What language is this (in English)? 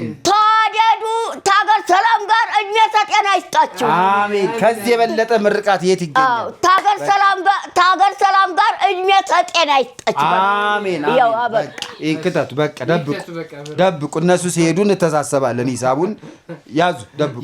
Amharic